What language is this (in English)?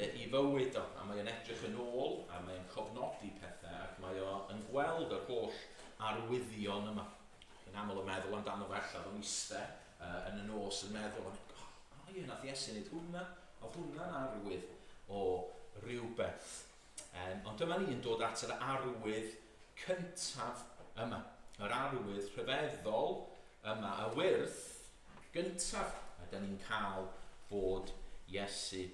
Welsh